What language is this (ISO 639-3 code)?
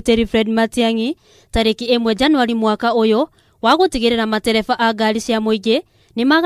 kik